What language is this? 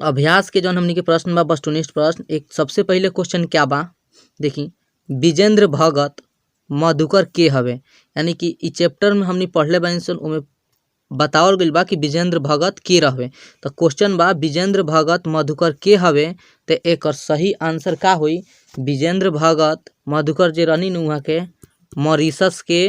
Bhojpuri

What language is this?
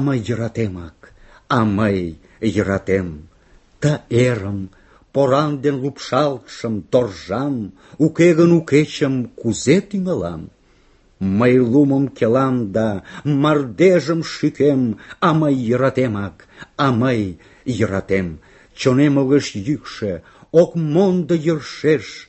Mari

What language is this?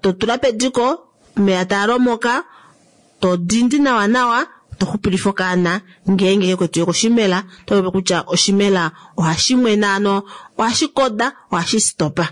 Kuanyama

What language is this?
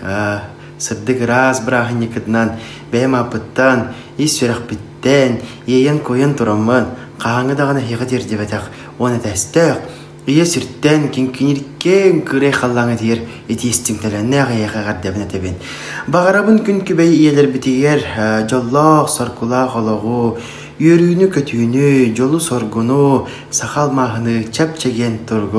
Yakut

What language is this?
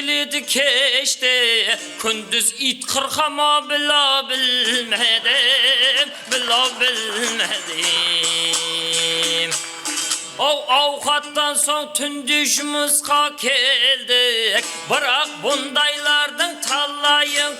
Kara-Kalpak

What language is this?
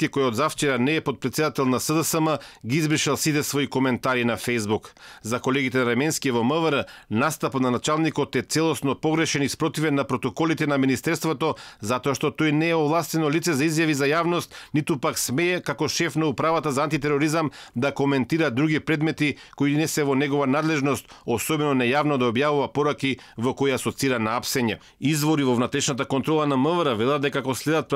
Macedonian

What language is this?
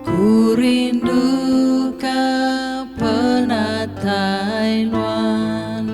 Iban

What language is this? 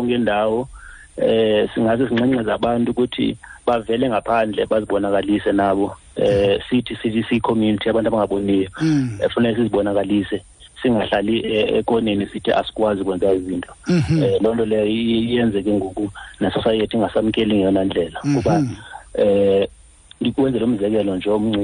Xhosa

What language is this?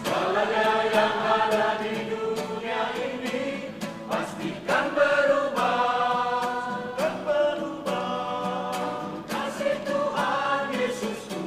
Nias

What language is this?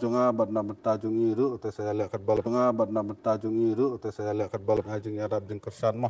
Khasi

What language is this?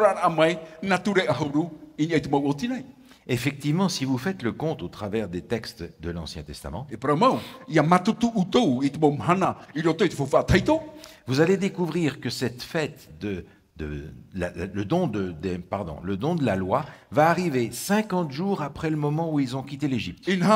Tahitian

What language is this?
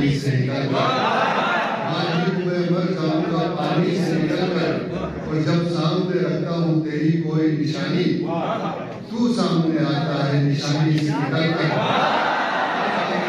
Urdu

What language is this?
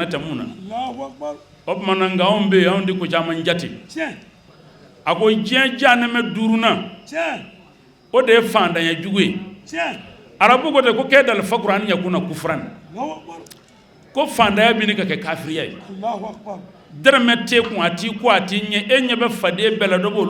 Bambara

